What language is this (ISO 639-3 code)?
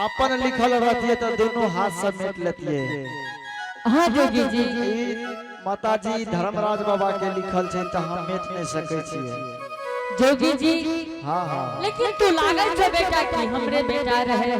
anp